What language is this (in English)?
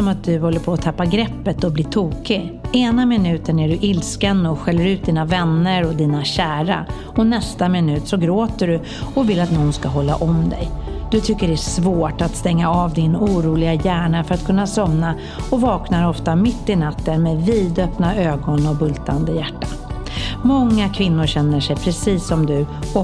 Swedish